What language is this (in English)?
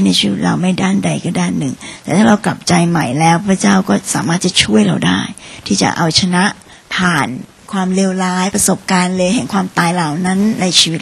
Thai